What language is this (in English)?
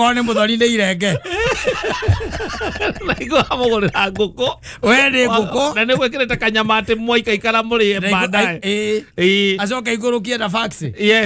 Kikuyu